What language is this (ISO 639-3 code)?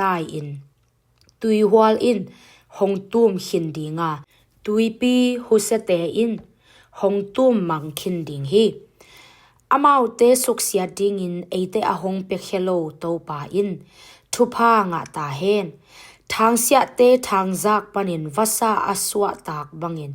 ctd